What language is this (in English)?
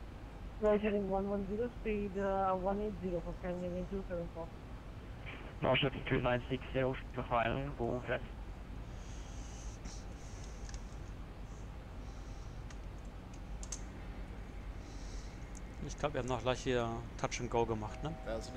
German